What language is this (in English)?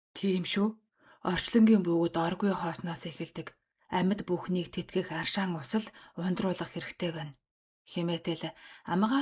Mongolian